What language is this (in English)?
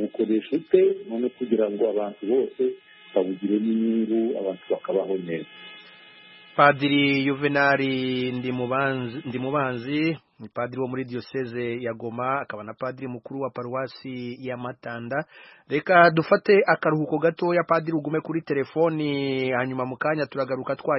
Kinyarwanda